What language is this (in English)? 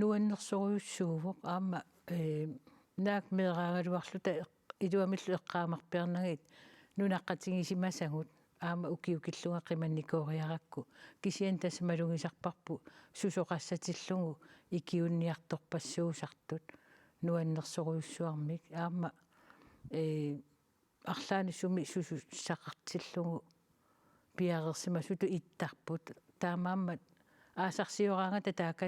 Kalaallisut